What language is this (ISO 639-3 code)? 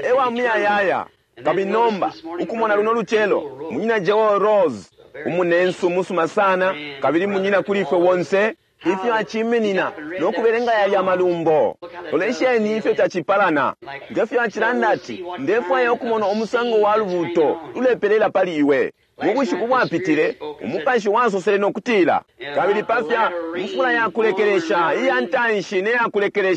bem